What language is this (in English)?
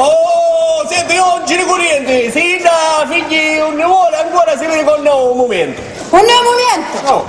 Sicilian